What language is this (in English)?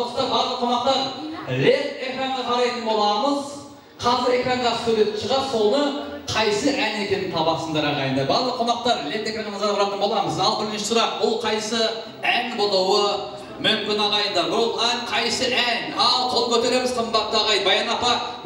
Kara-Kalpak